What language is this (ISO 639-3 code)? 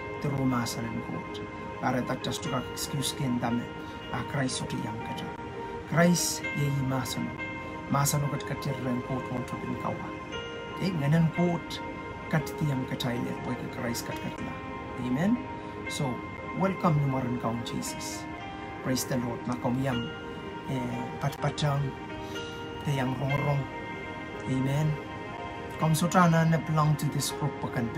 pon